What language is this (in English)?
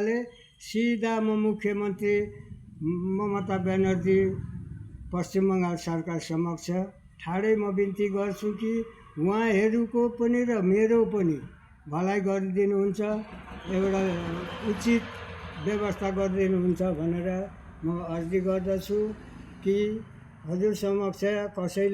Nepali